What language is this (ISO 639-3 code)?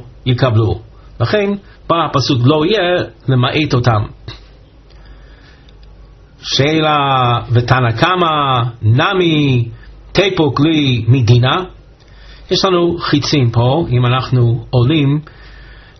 heb